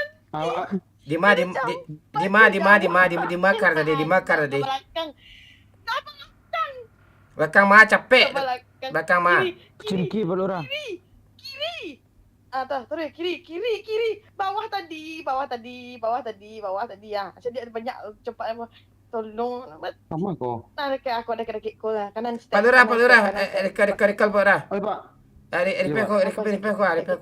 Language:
Minangkabau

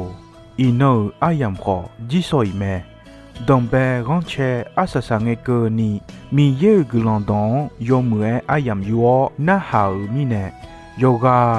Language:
Akha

